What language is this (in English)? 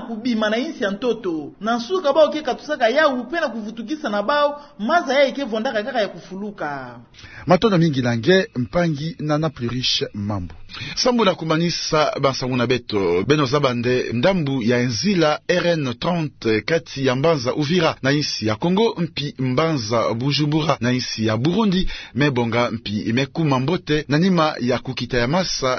Kituba (Democratic Republic of Congo)